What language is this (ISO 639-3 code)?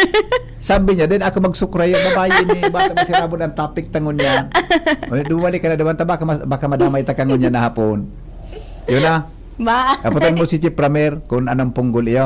bik